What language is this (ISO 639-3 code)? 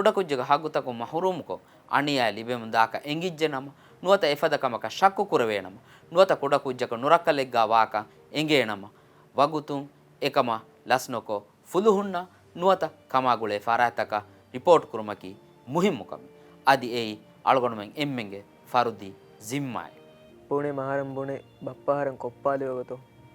div